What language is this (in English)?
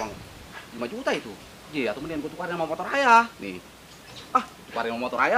Betawi